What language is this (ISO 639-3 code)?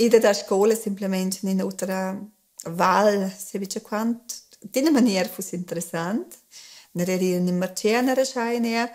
roh